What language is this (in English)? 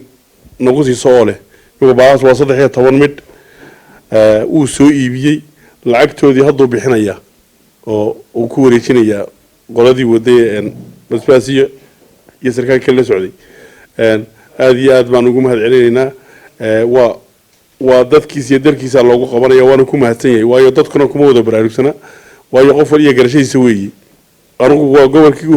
Somali